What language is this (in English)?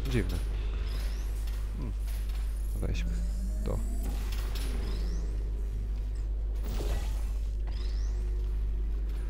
Polish